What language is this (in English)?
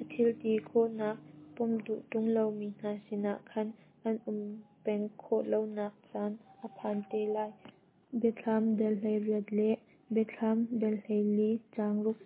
Hakha Chin